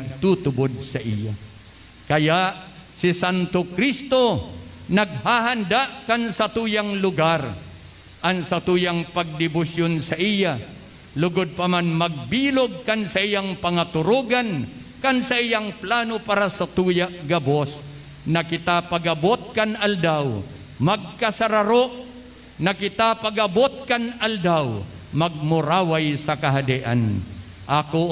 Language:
Bikol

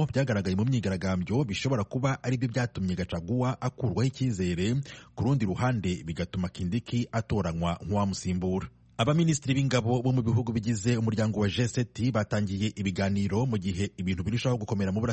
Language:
Kinyarwanda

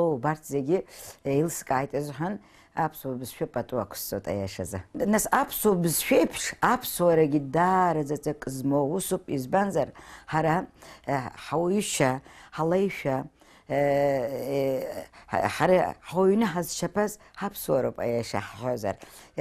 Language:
Abkhazian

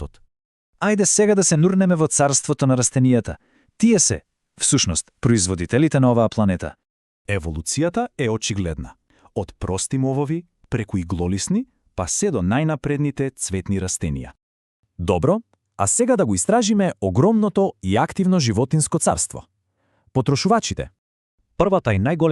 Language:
Macedonian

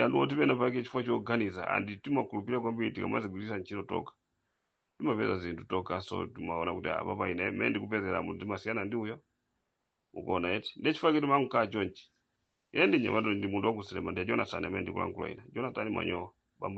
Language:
Nyanja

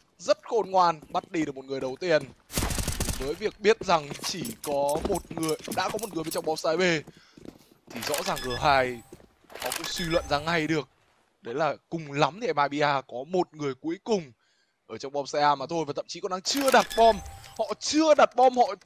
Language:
Vietnamese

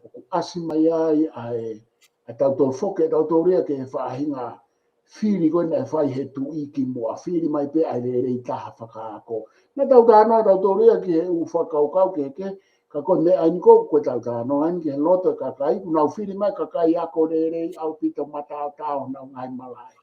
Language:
Tongan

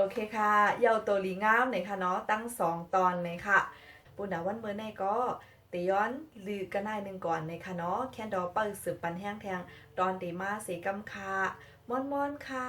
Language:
Shan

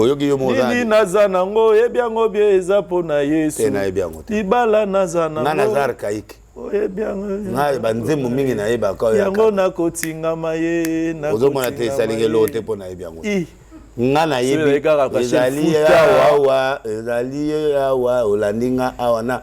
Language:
Lingala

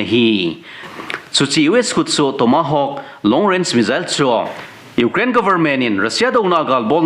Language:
Thado Chin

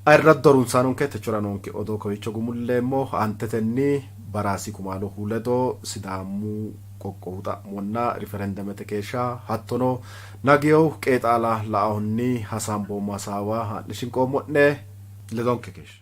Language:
Sidamo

